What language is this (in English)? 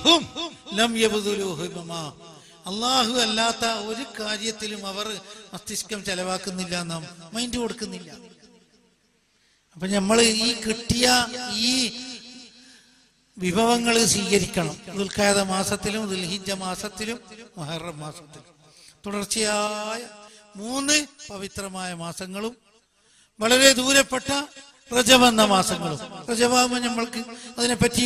Malayalam